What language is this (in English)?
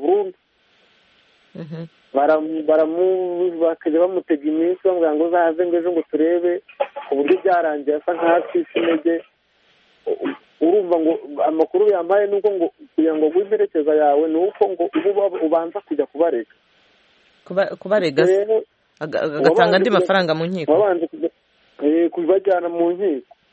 Kinyarwanda